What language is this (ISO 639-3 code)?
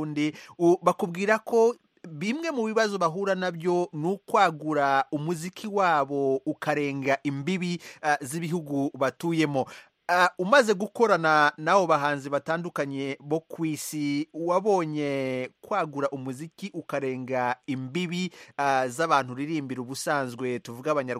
kin